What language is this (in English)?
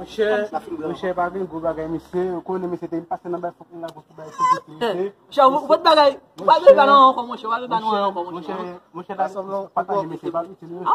Haitian Creole